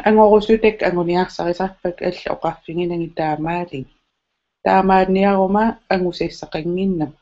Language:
Kalaallisut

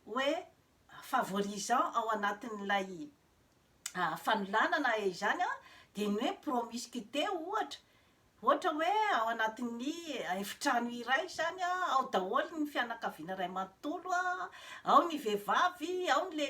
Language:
Malagasy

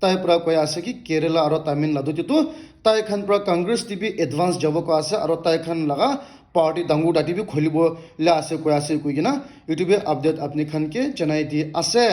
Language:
Naga Pidgin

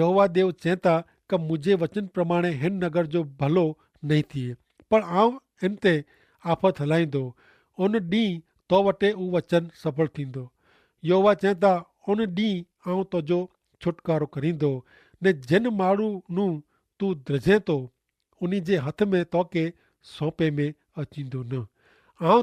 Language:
Kachhi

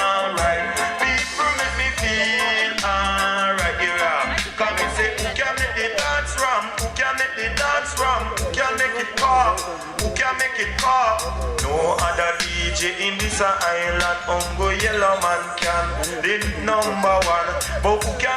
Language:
Venda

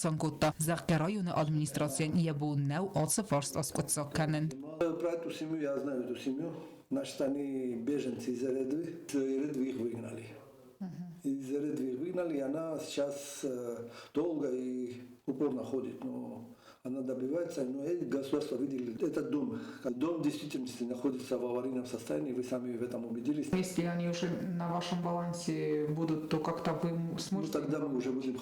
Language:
Ossetic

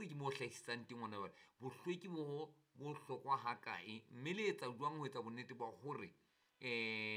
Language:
Southern Sotho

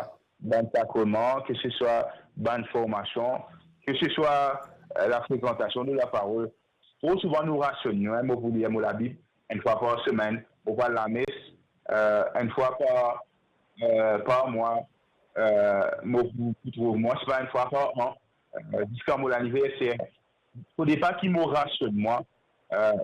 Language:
Morisyen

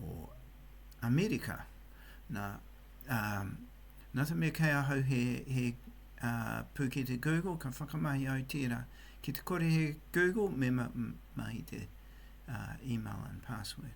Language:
Māori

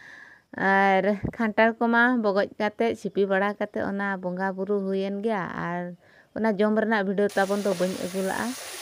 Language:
Santali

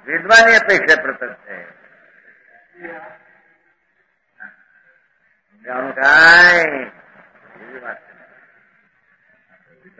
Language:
Gujarati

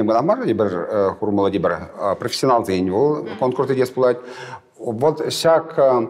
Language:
Chuvash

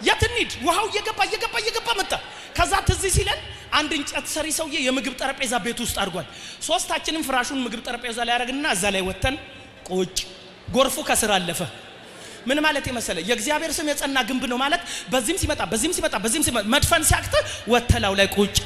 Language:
Amharic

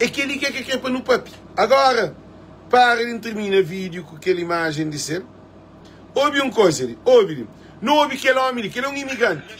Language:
Kabuverdianu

